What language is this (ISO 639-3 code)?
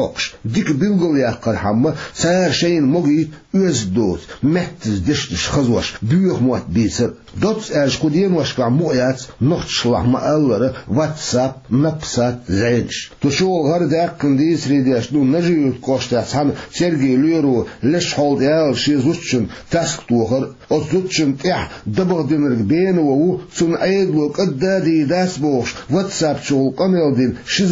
che